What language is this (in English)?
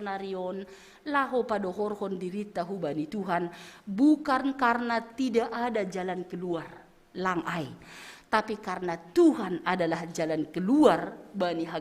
Batak Simalungun